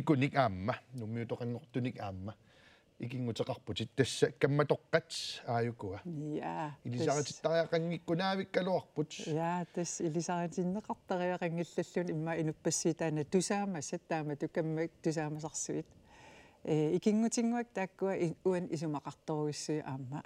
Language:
Kalaallisut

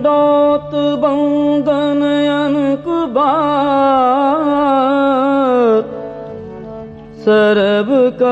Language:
Hindi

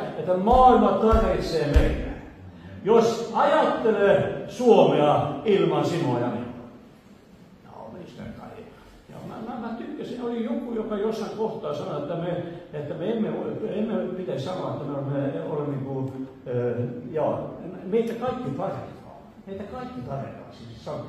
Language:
Finnish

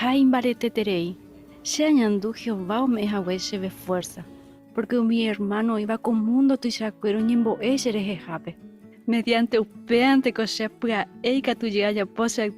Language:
Guarani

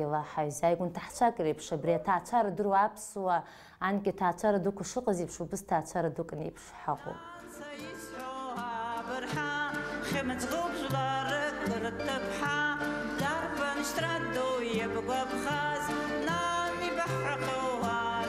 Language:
Abkhazian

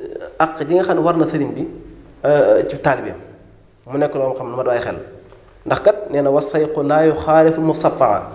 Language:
Wolof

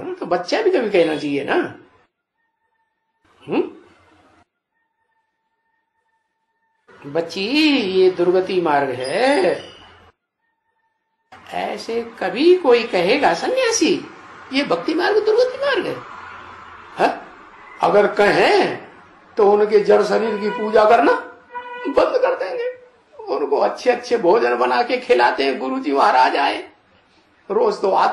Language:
Hindi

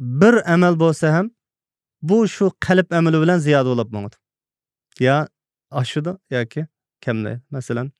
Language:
Uyghur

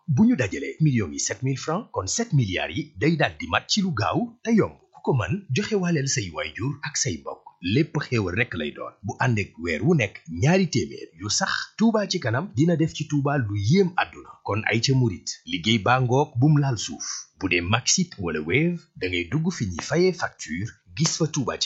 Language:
Wolof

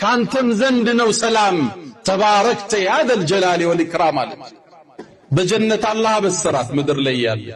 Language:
Amharic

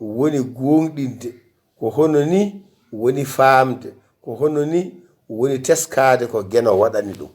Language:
Fula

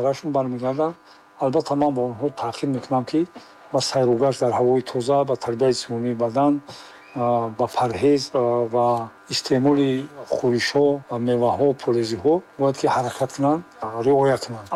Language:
Tajik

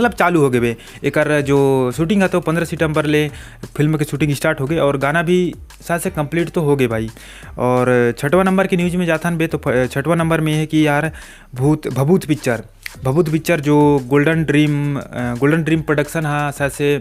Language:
Chhattisgarhi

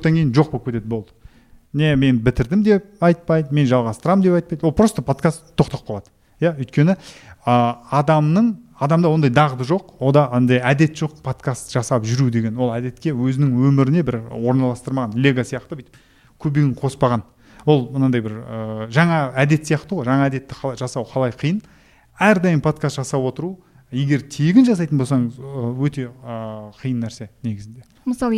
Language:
Kazakh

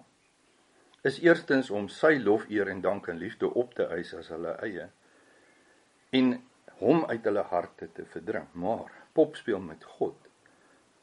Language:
Afrikaans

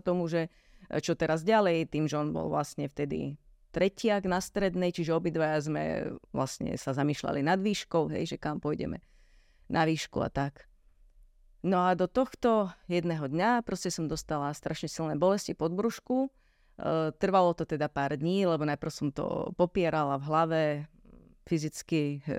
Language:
Slovak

